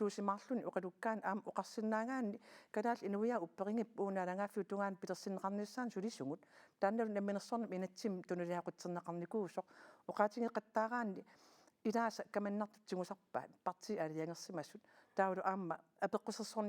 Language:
Kalaallisut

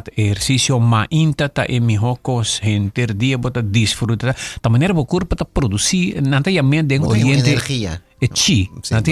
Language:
Papiamento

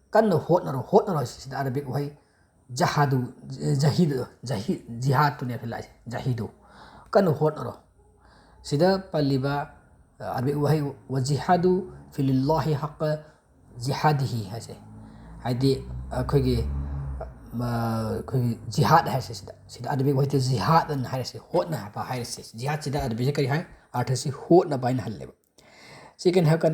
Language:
Manipuri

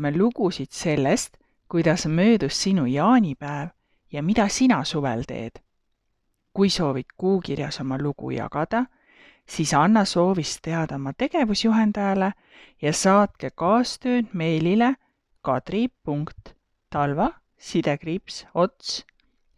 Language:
Estonian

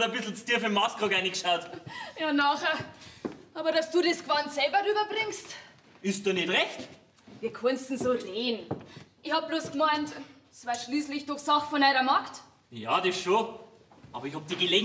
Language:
Bavarian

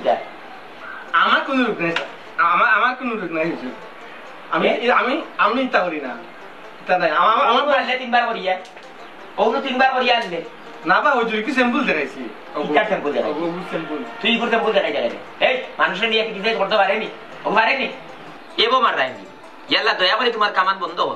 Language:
Sylheti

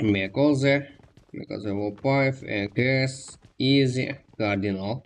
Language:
Kara-Kalpak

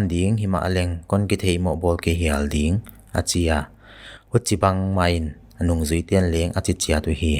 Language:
Paite Chin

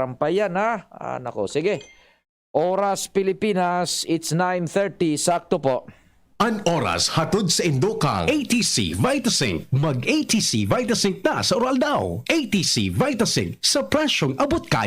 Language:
Bikol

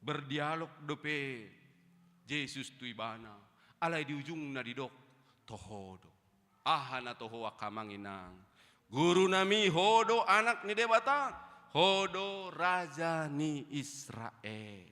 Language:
Batak Toba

